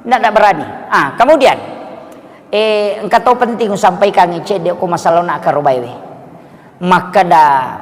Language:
Buginese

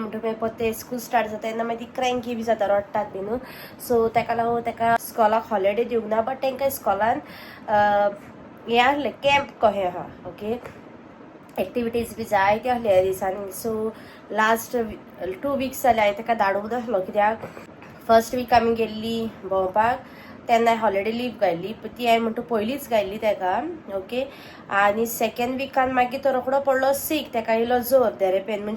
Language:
Konkani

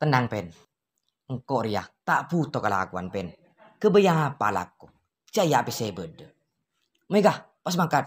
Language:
Madurese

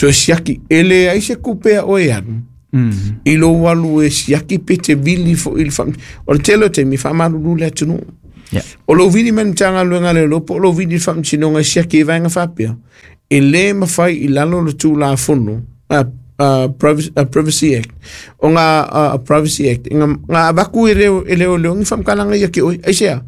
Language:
Samoan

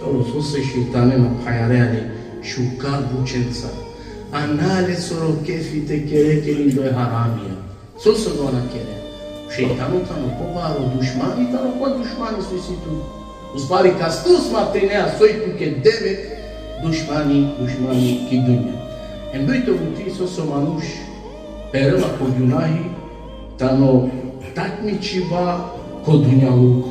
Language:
Balkan Romani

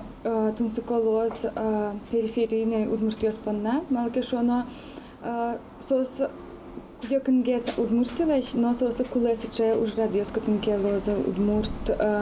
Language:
Udmurt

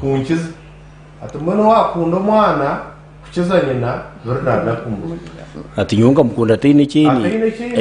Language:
Nyankole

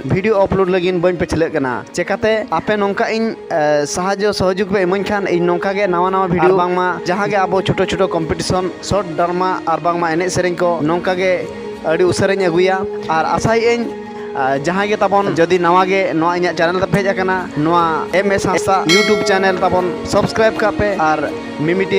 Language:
Santali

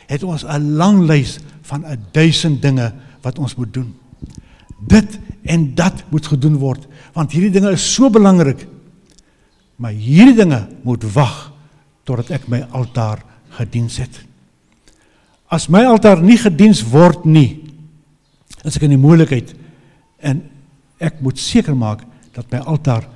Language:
Afrikaans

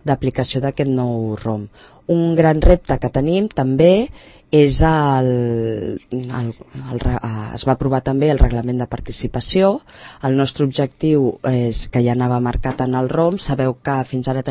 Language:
Catalan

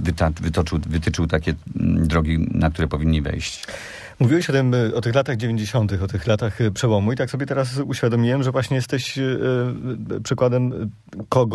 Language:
Polish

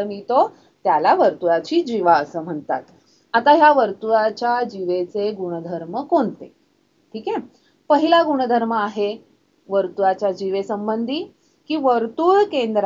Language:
Marathi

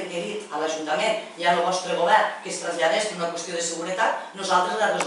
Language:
Catalan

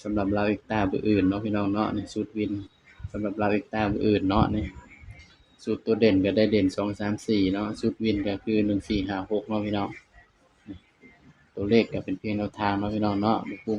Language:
Northeastern Thai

